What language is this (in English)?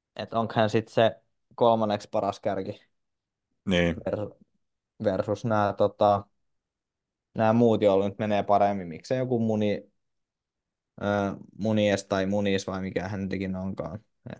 Finnish